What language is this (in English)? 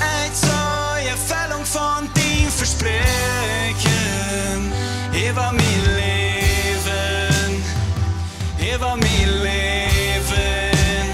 Plautdietsch